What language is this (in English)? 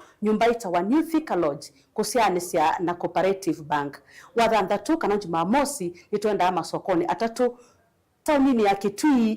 Kamba